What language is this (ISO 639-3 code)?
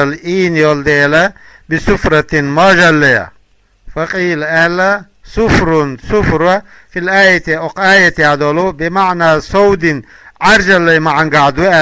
che